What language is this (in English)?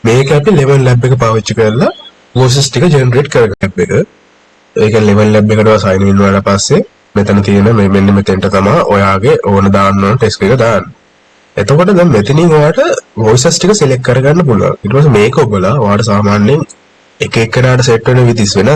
Sinhala